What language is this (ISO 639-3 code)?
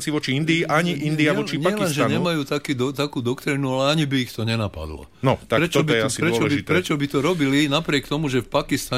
slk